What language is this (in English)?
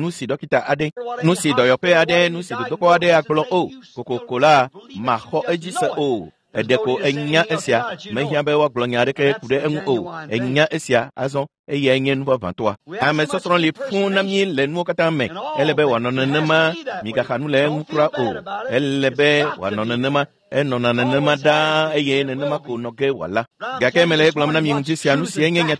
Ewe